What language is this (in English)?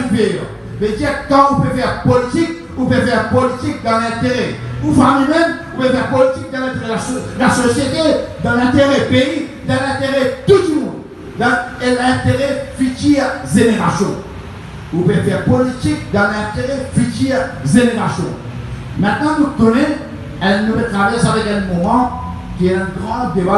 Morisyen